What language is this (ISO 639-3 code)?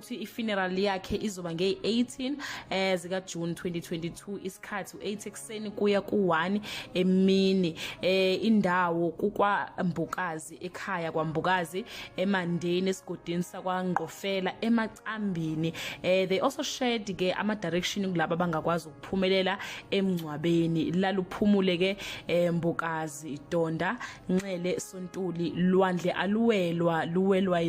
zul